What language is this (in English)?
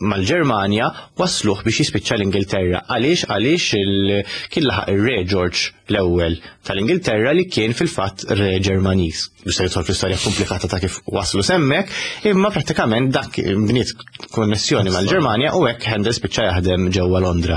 Maltese